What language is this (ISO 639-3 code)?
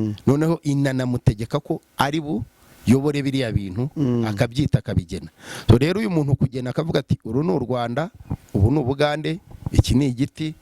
kin